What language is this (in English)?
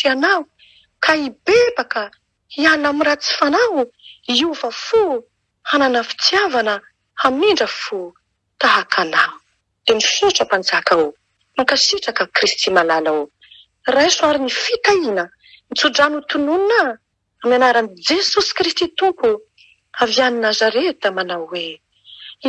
Malagasy